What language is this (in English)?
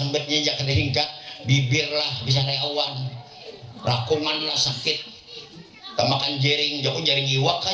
Banjar